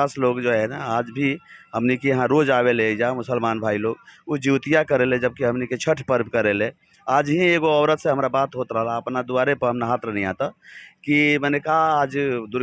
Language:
Bhojpuri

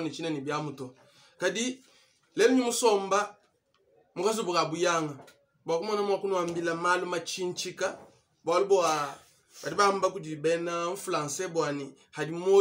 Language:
Luba-Lulua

